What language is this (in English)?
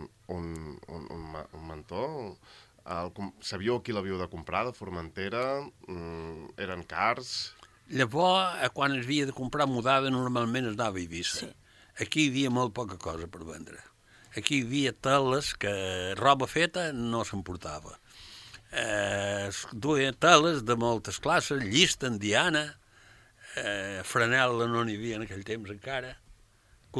Catalan